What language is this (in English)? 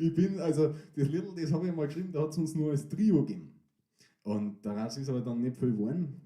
Bavarian